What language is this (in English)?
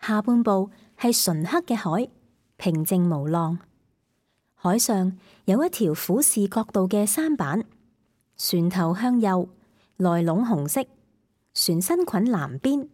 Cantonese